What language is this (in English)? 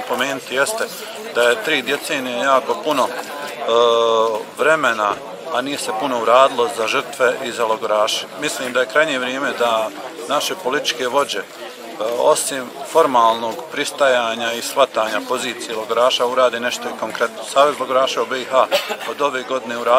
Bosnian